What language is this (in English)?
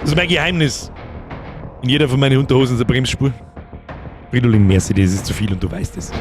Bavarian